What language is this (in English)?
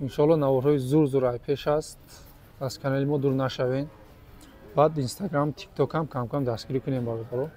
Tajik